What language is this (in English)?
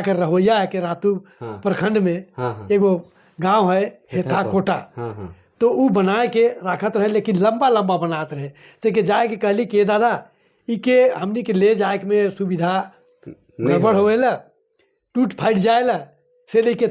Sadri